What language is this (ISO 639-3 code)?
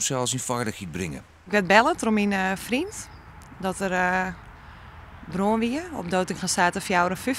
fry